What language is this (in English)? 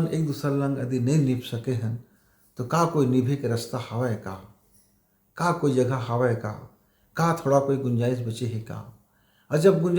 Chhattisgarhi